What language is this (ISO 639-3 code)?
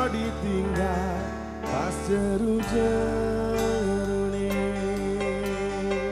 jav